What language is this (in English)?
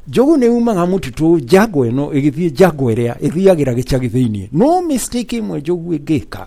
Kikuyu